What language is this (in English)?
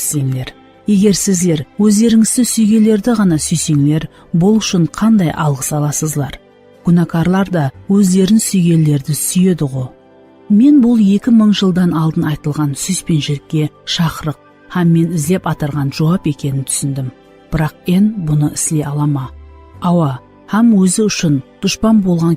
Kara-Kalpak